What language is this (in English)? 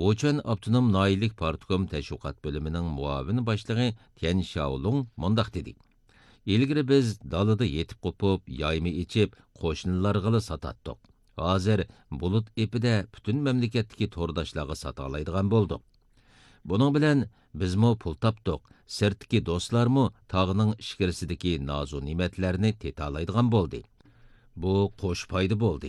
Uyghur